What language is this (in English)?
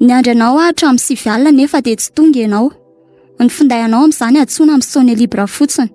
Malagasy